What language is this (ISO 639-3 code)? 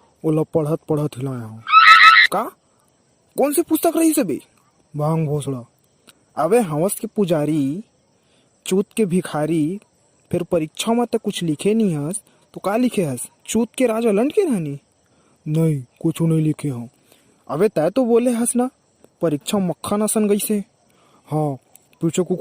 hne